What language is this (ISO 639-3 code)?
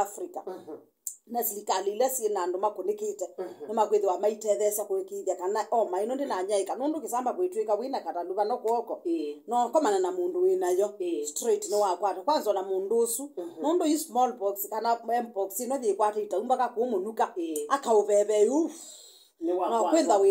kam